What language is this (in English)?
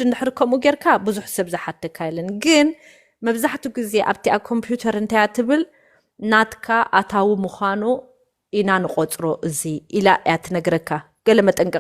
Tigrinya